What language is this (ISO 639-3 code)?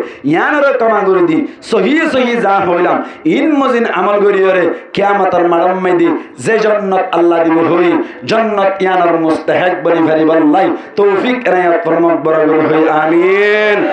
rhg